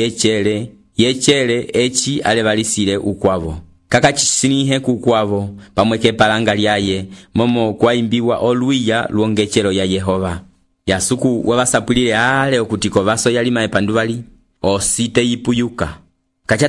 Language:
Umbundu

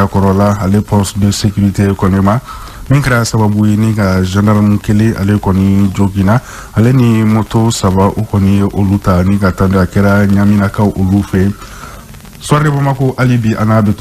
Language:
Bambara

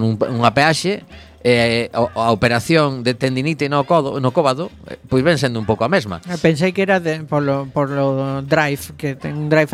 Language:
Galician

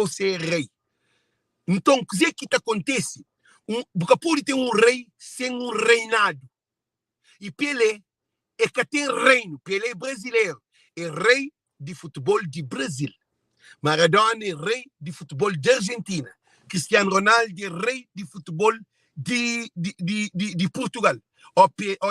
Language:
Kabuverdianu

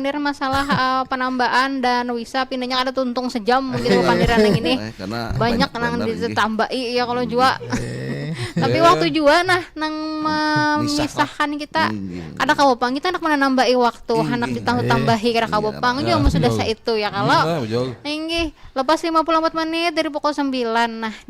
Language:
Banjar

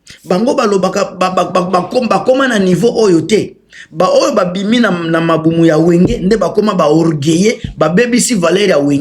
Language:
Lingala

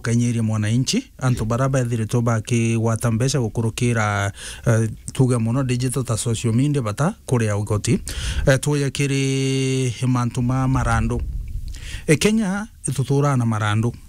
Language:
Meru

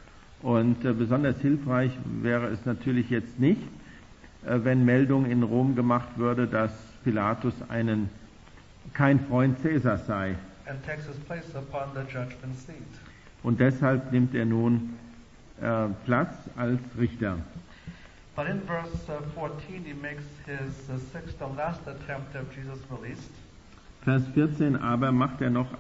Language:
German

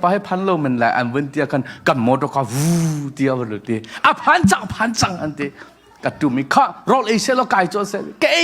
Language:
Hakha Chin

